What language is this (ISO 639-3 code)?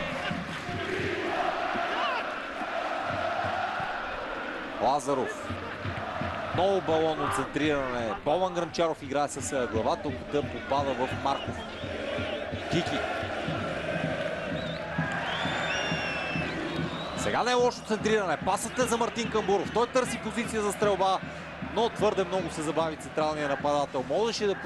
bul